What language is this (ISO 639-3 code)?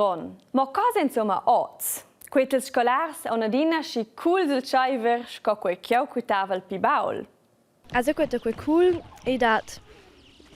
roh